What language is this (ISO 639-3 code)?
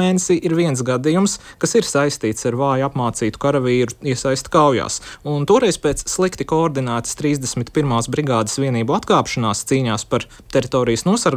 lav